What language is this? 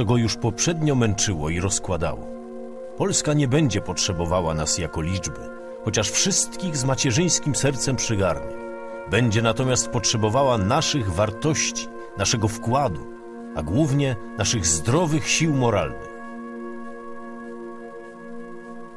Polish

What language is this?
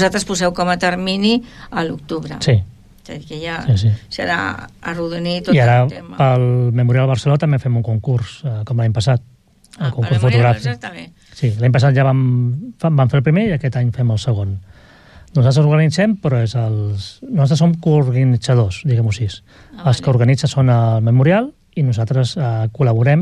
Catalan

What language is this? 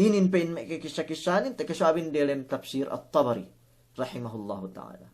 Yakan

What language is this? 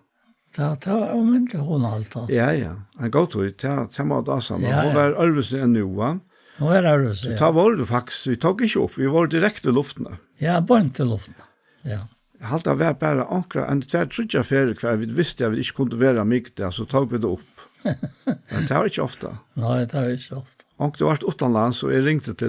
Faroese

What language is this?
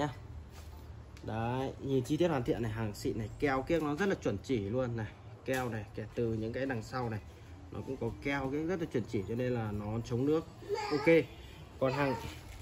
Vietnamese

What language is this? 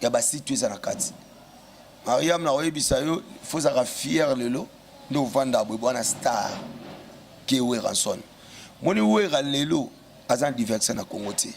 Lingala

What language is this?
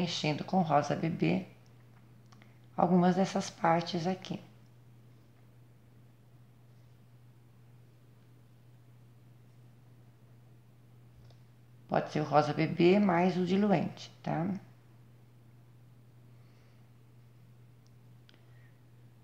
Portuguese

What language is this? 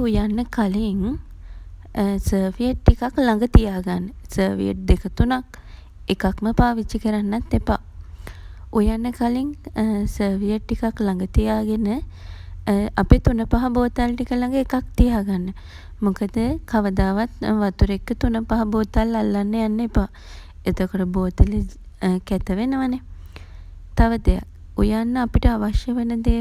Sinhala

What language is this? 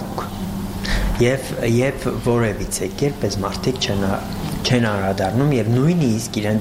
Armenian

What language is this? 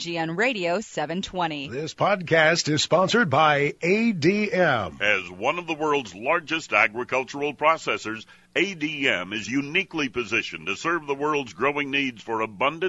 English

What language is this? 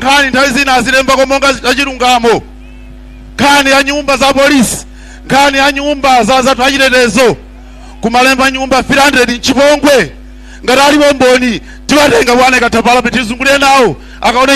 Nyanja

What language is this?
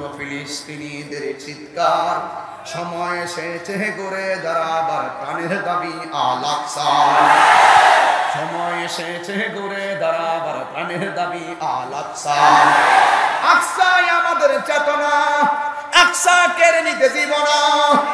Bangla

